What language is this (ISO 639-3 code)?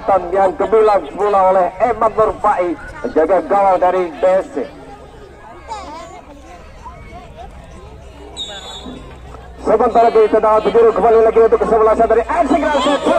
ind